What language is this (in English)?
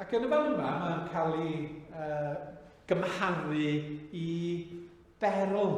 Welsh